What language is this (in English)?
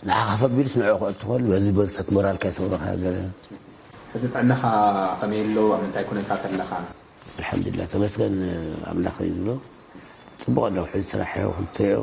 Tigrinya